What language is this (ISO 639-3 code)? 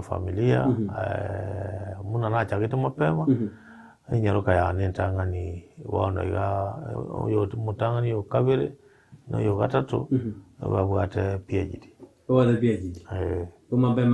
guz